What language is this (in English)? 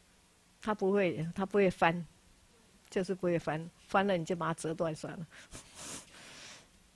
Chinese